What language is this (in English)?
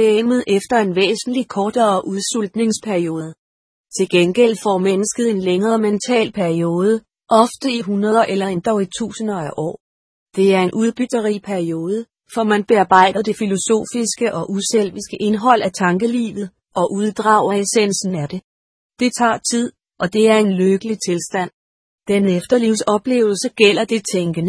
Danish